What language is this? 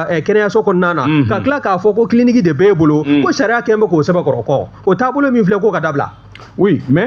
Bambara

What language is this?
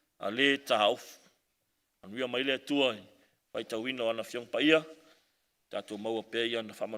Samoan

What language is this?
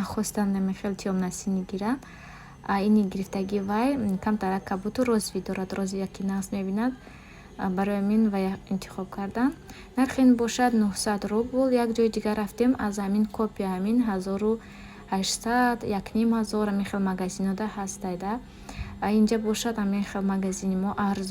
Tajik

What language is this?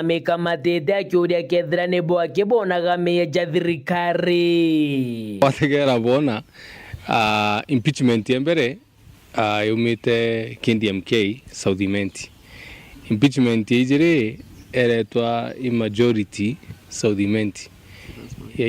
Meru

